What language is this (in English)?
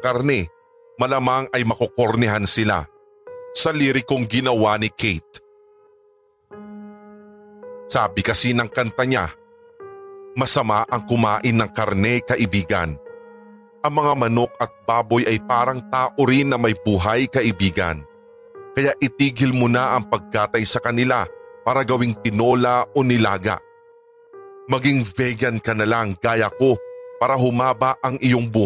Filipino